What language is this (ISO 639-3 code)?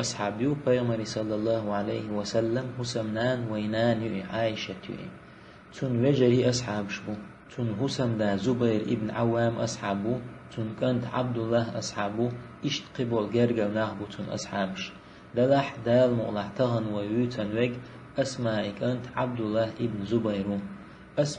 che